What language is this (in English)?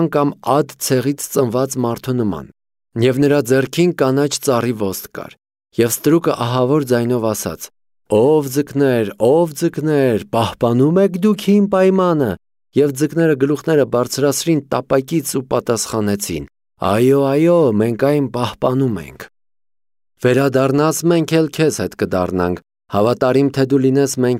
Armenian